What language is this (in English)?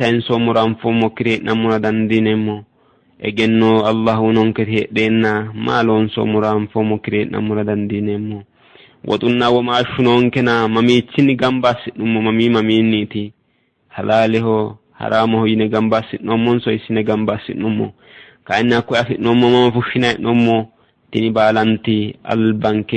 Sidamo